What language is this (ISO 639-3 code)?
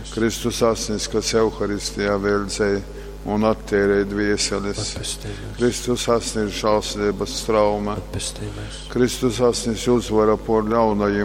ltg